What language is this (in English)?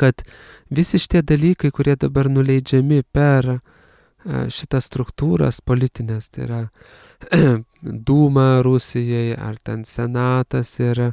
Lithuanian